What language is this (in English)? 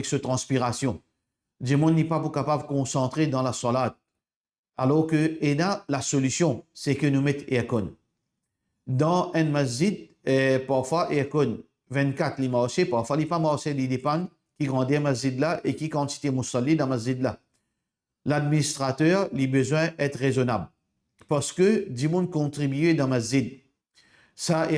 Morisyen